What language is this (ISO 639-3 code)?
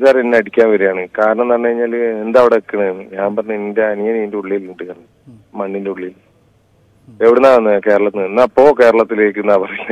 mal